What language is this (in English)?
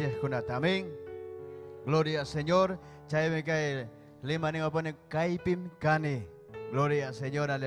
Ayacucho Quechua